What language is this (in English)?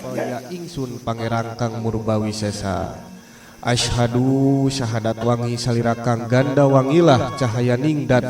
Sundanese